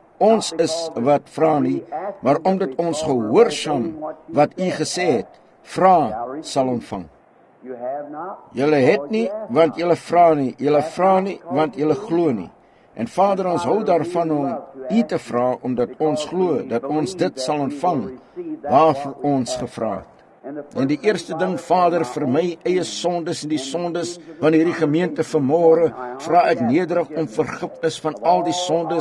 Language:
Afrikaans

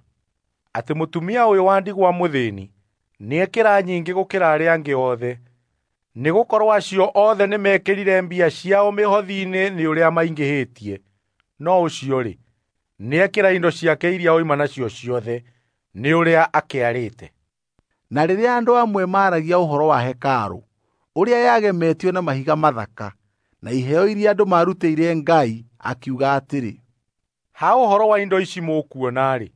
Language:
Kikuyu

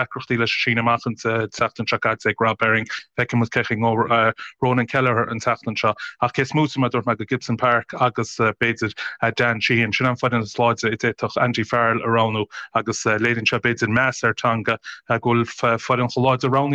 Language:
Irish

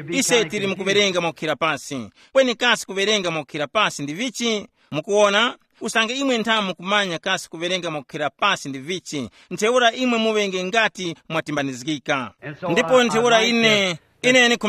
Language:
Tumbuka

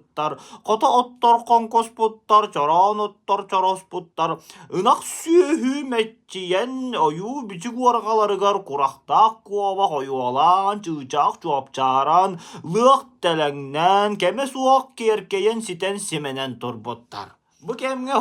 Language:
Yakut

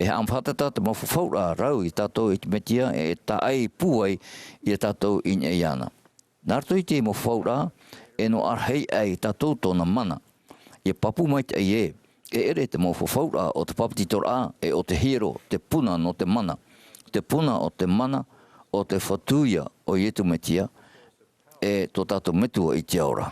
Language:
Tahitian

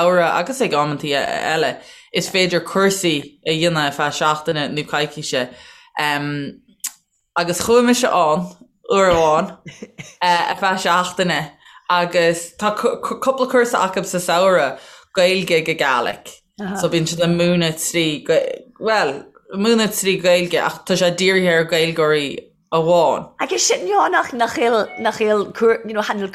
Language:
Irish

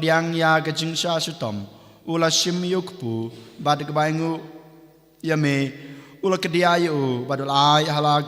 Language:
Khasi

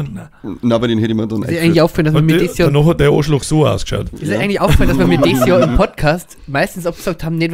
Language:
Bavarian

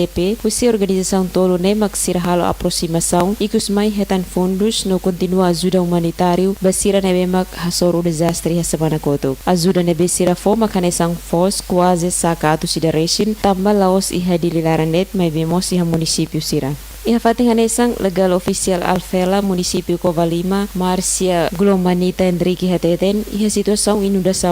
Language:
Tetum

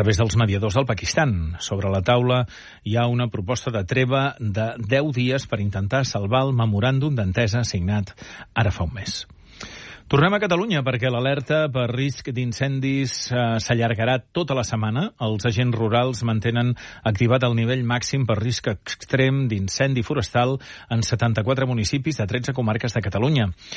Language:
Catalan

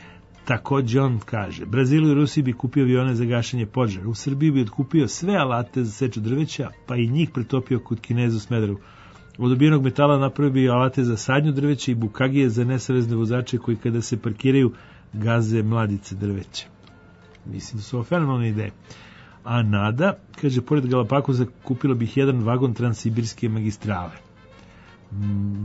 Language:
Serbian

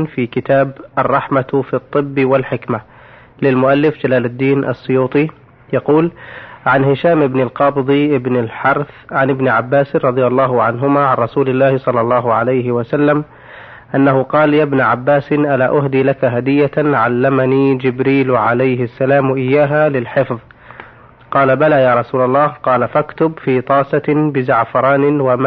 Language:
Arabic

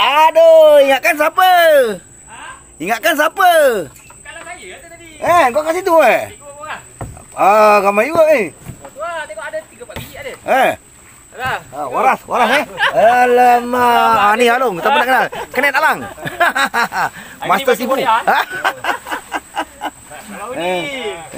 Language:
Malay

